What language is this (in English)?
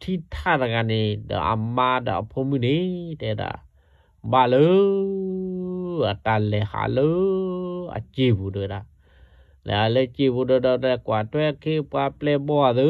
S'gaw Karen